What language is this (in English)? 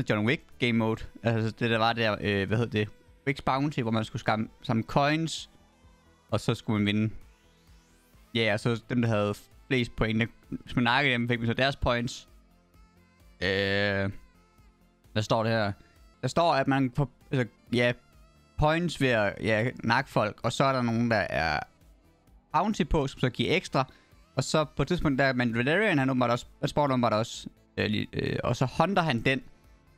Danish